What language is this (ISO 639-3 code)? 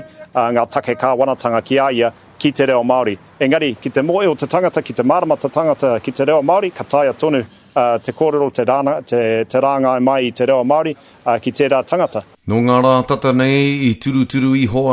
mri